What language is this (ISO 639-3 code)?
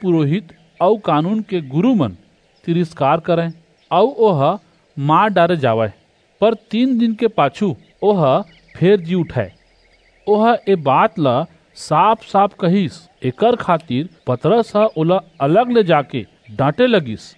hne